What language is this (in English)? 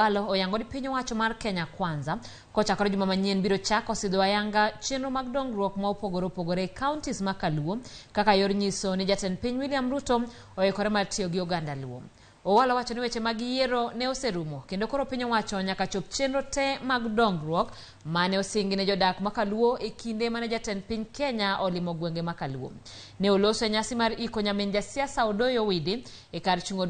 Luo (Kenya and Tanzania)